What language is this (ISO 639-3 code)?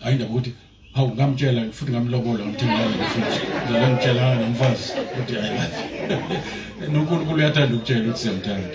zul